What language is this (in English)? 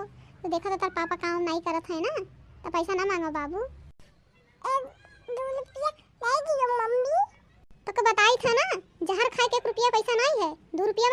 Awadhi